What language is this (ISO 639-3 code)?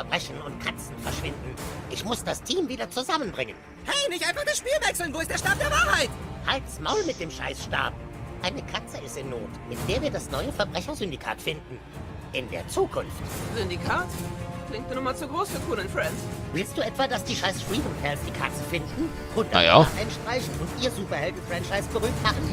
gsw